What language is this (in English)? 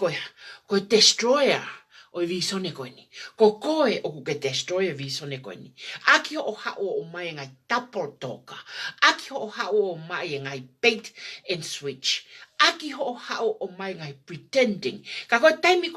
Tongan